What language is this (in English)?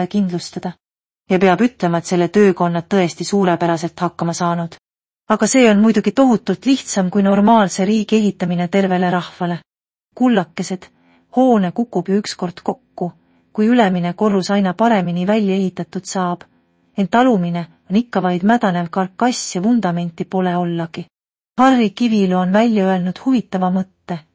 Estonian